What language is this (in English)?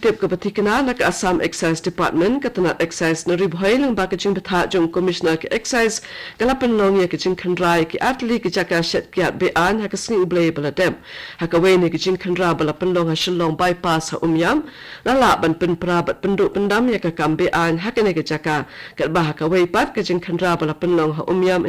Khasi